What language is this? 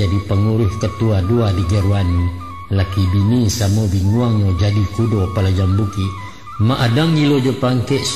Minangkabau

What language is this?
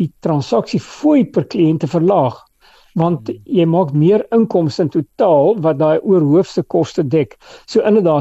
Afrikaans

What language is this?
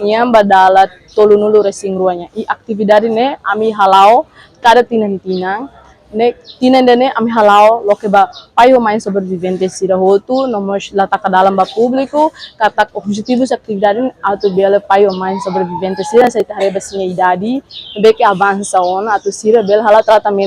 Tetum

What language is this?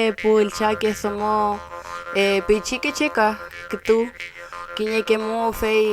Mapuche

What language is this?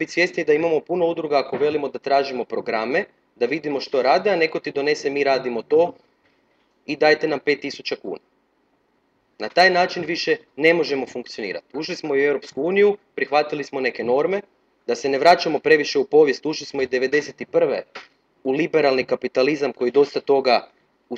Croatian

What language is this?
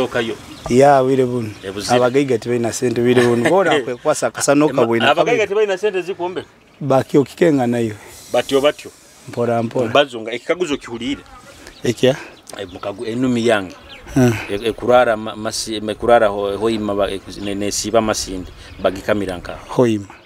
Nyoro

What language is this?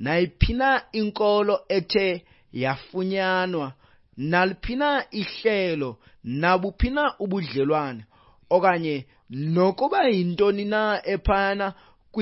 Xhosa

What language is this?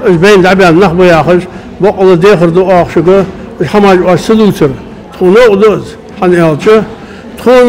Ingush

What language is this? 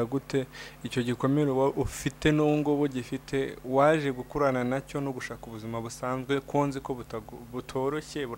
Kinyarwanda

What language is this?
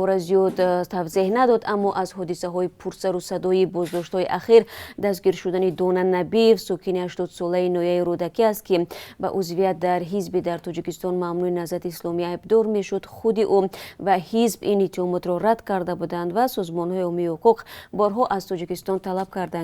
Tajik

